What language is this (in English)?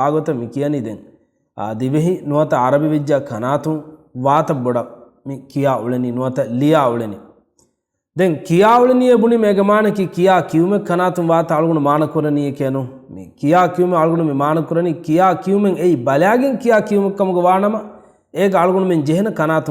Divehi